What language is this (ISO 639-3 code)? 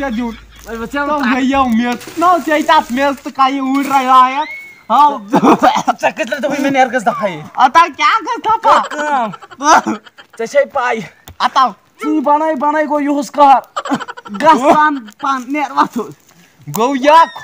kas